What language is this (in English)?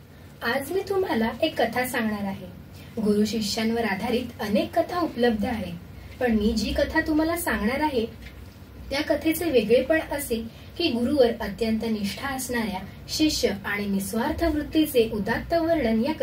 Marathi